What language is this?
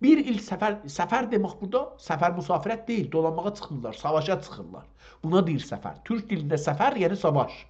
South Azerbaijani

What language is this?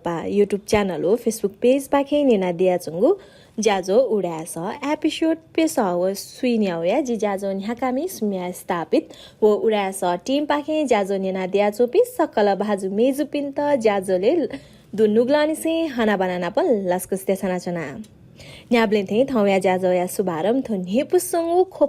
Newari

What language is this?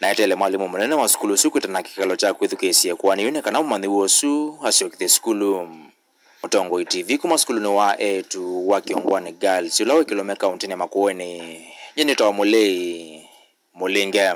Kamba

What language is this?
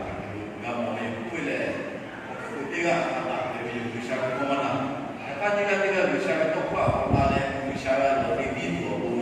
Lahu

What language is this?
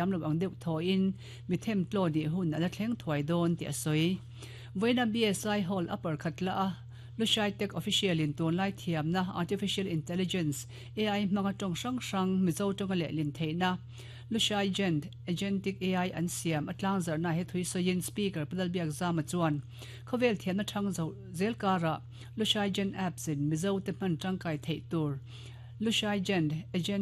Mizo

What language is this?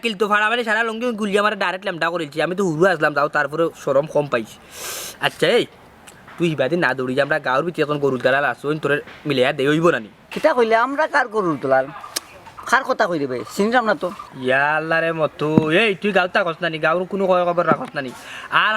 Sylheti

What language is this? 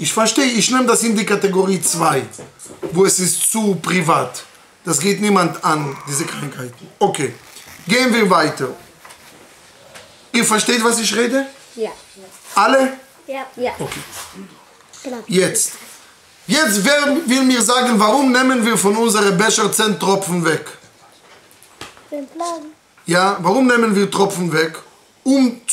German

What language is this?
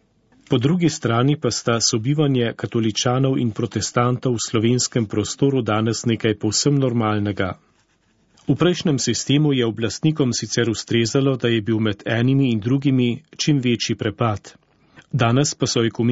Slovenian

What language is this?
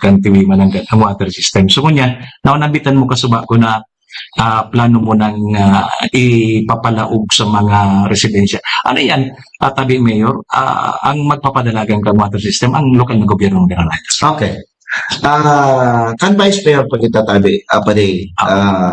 Bikol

